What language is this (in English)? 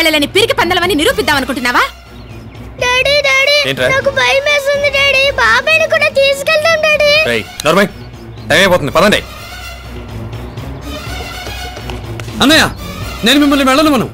Telugu